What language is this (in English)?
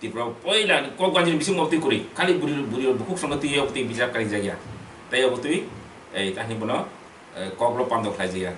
Kok Borok